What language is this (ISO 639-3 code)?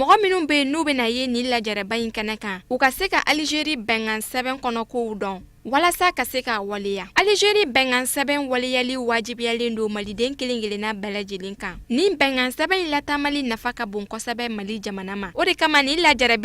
bam